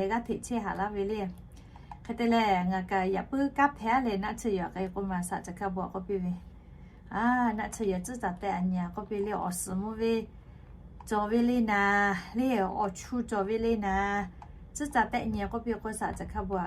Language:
Lahu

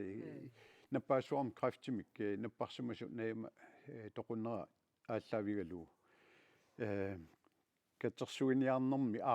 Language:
Kalaallisut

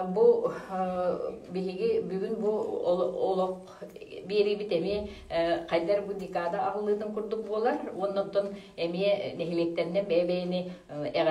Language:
Yakut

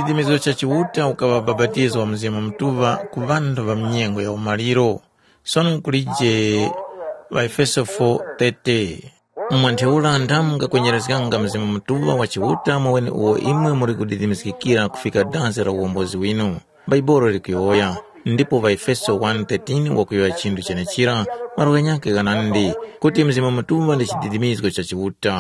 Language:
Tumbuka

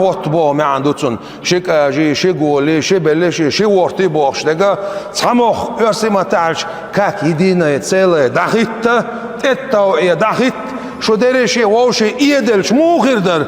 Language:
Chechen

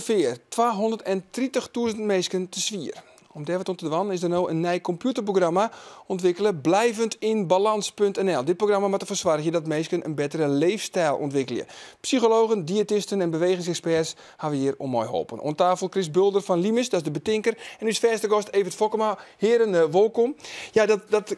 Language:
Western Frisian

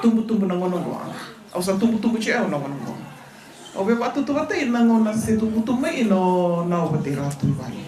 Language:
Fijian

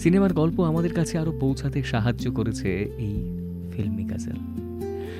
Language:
Bangla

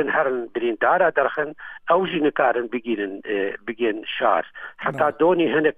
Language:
Central Kurdish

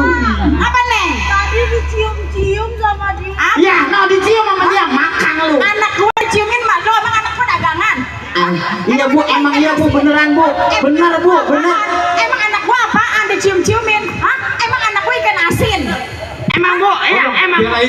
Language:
Betawi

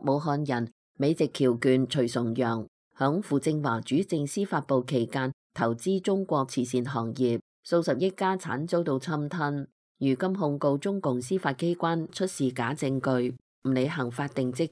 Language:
Cantonese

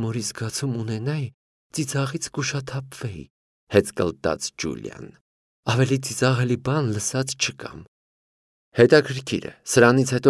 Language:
Armenian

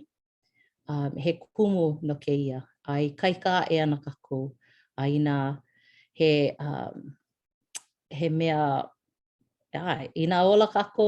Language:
Hawaiian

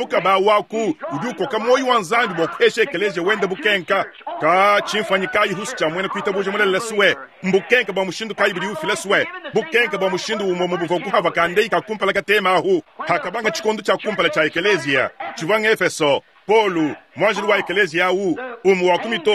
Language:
Luba-Lulua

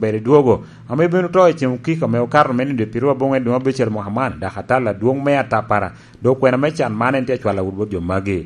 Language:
Lango (Uganda)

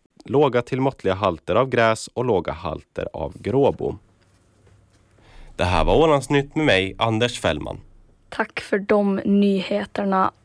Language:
Swedish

